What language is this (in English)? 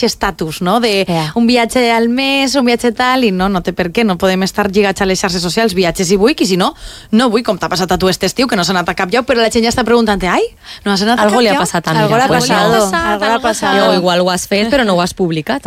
Catalan